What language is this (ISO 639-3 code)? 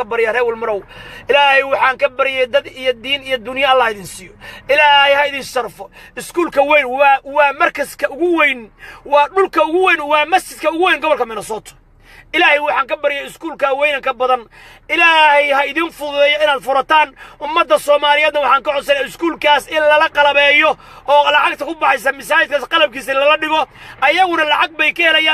som